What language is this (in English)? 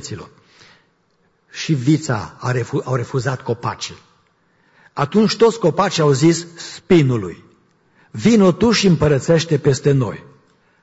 Romanian